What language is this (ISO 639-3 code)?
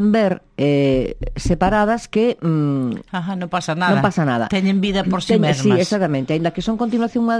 glg